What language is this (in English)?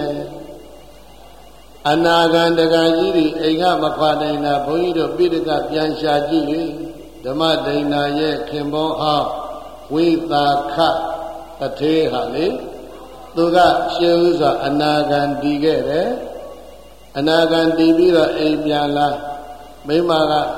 Burmese